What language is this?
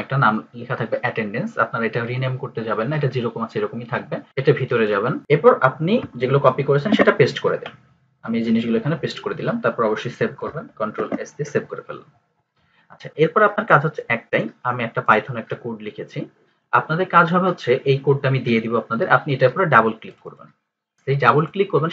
Bangla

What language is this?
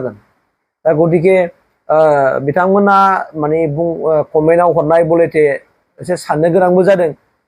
Bodo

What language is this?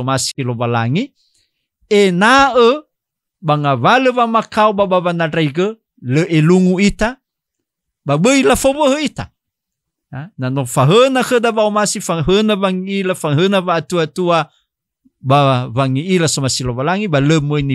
Nias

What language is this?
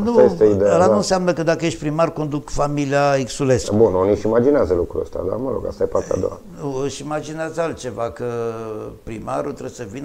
Romanian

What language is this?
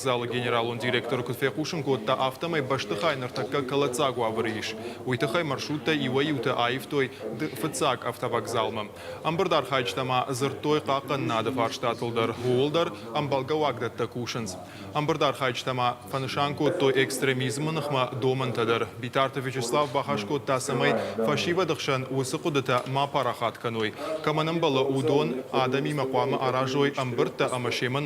Ossetic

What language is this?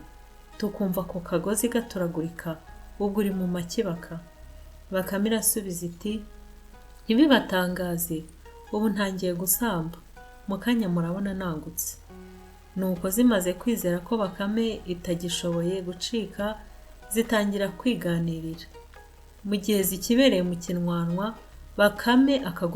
Kinyarwanda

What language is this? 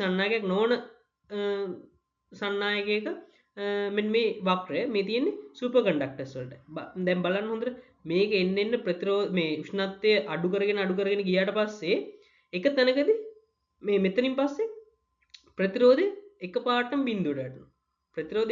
Sinhala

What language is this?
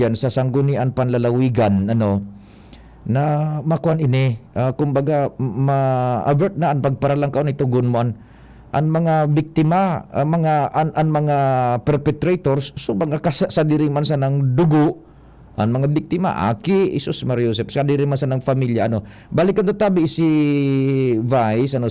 Bikol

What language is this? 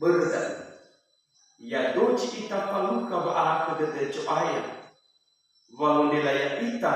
Nias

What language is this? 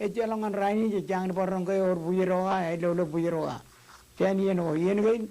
Marshallese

